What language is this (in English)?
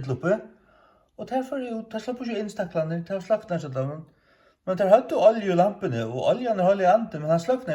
Faroese